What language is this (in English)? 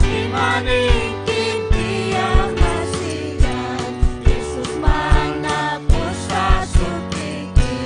Ayacucho Quechua